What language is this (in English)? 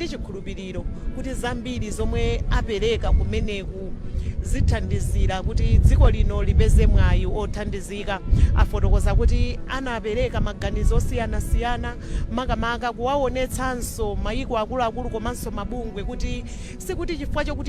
Nyanja